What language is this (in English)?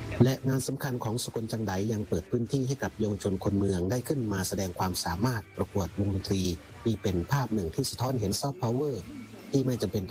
Thai